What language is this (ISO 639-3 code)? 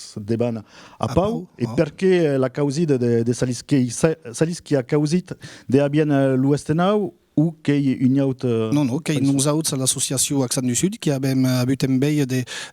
oci